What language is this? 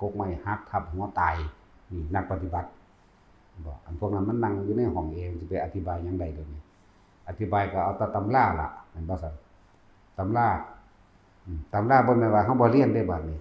Northeastern Thai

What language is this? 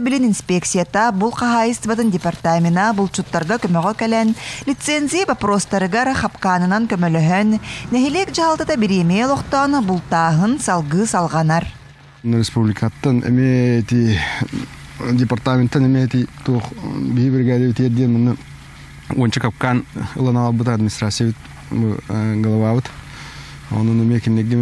Yakut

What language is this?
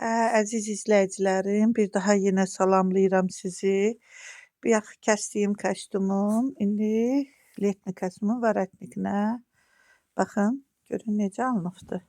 Azerbaijani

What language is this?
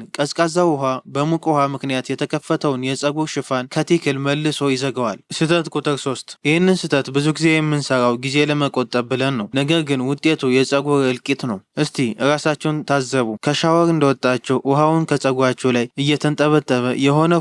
Amharic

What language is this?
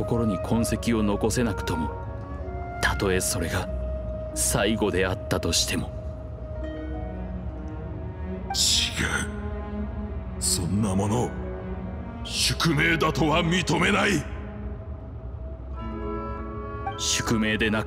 Japanese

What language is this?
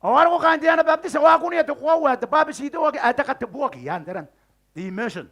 Gilbertese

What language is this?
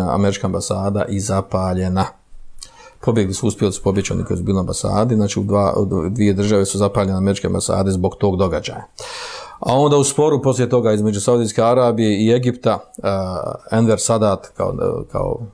Bosnian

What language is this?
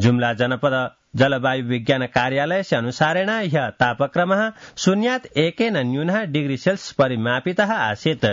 Sanskrit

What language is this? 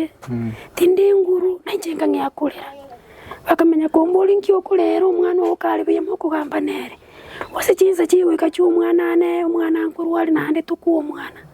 Gusii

